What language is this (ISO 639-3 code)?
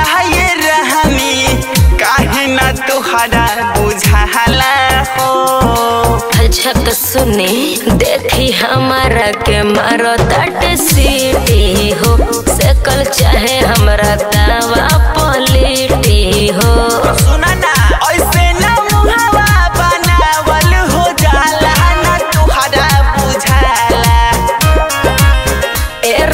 bho